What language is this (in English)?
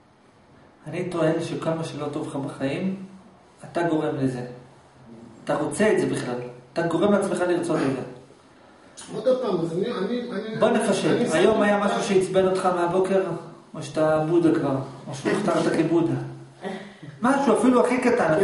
Hebrew